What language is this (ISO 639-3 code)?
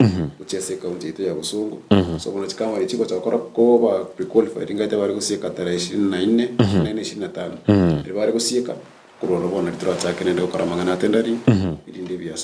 guz